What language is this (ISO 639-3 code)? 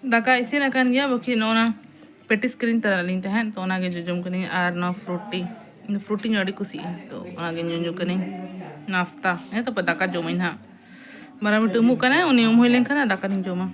sat